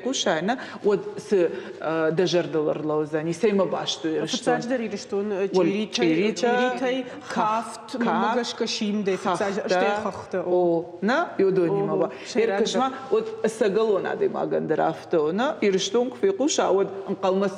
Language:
Ossetic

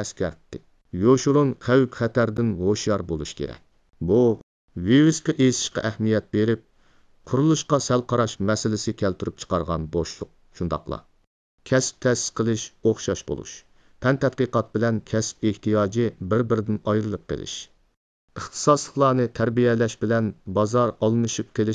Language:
Uyghur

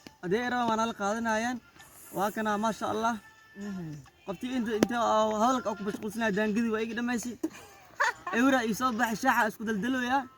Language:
Somali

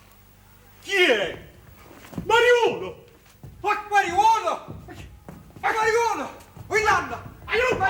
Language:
Neapolitan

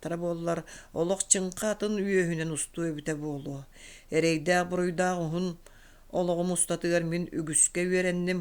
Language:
Yakut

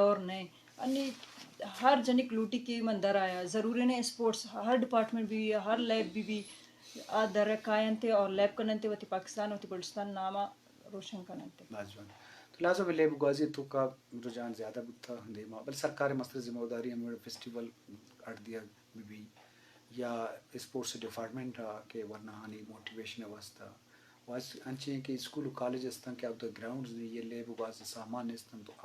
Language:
Eastern Balochi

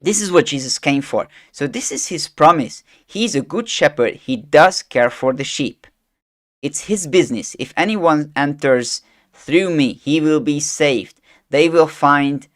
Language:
English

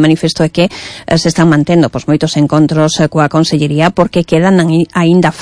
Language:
Galician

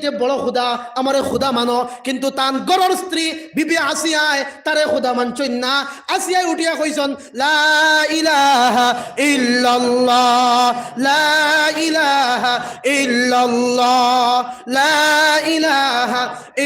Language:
Sylheti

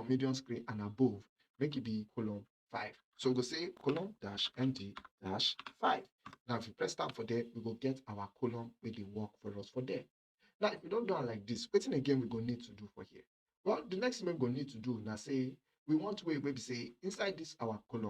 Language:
Nigerian Pidgin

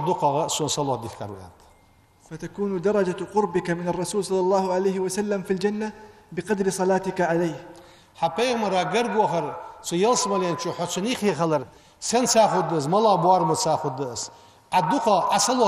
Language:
Ingush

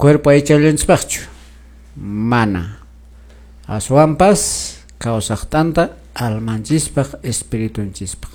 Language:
Quechua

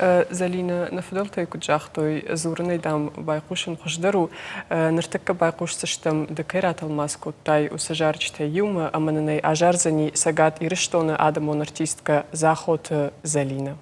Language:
Ossetic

